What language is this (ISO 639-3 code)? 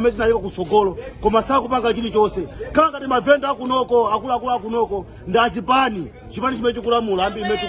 nya